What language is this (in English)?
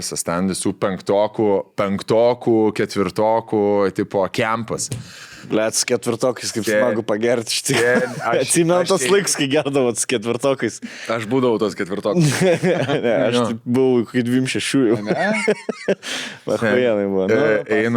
Lithuanian